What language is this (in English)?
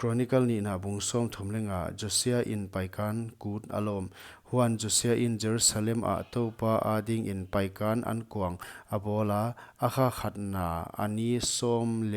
Paite Chin